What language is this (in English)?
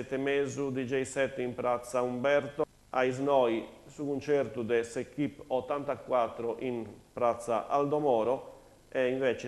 Sardinian